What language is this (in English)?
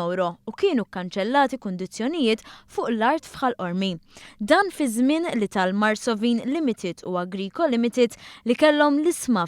Maltese